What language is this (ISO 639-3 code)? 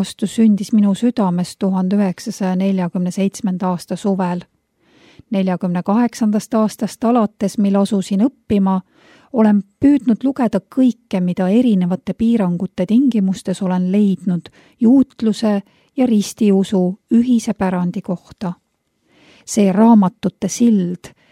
est